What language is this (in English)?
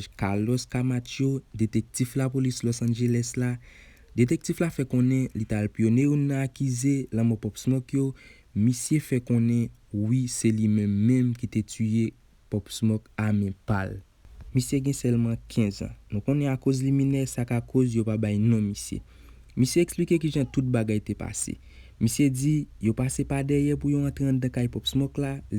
Haitian Creole